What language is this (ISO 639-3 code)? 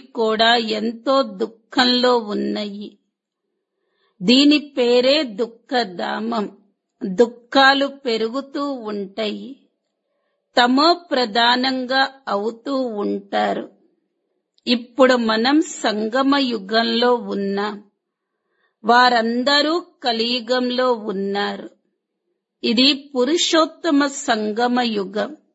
tel